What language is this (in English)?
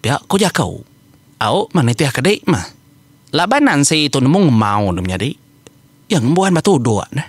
Iban